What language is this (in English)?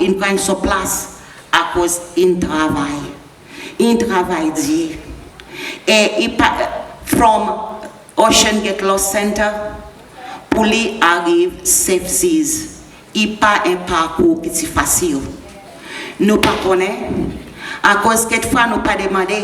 Seselwa Creole French